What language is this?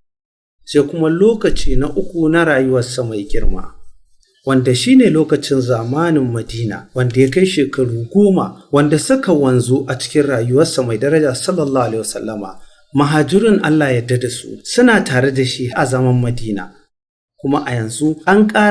Hausa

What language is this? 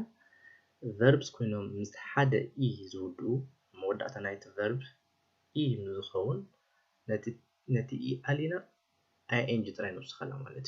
Tigrinya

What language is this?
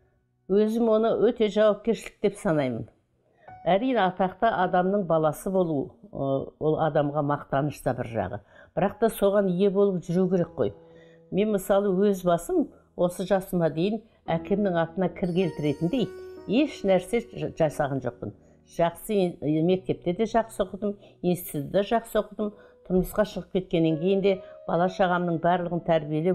Kazakh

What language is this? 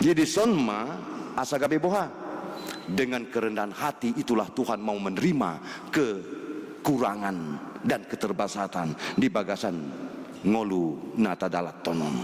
Batak Toba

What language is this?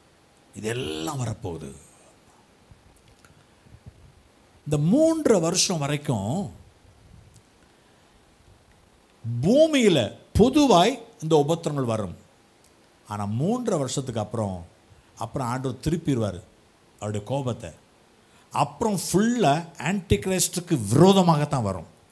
Tamil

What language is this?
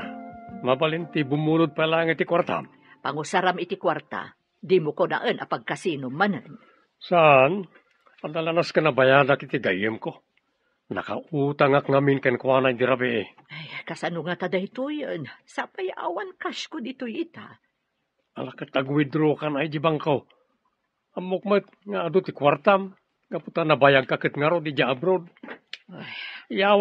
Iloko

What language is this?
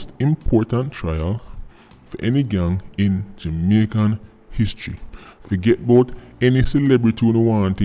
Jamaican Creole English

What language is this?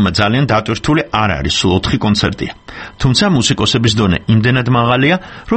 Georgian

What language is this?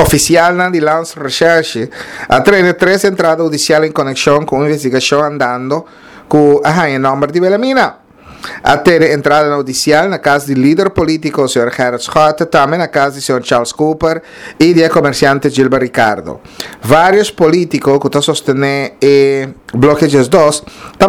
Papiamento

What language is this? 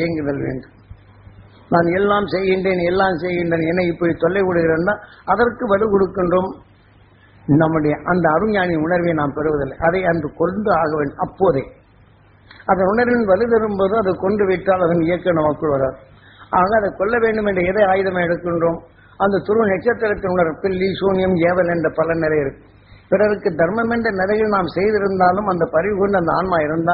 Tamil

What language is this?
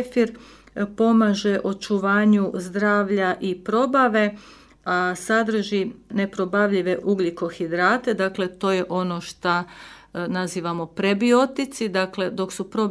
Croatian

